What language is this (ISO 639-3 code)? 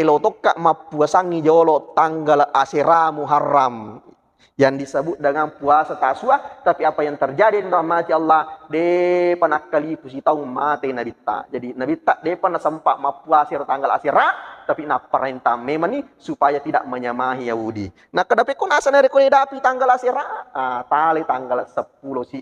bug